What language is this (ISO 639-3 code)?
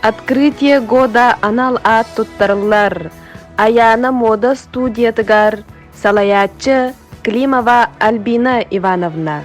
sah